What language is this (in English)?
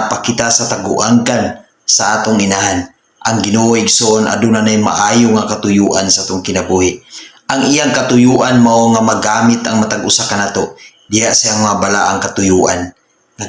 Cebuano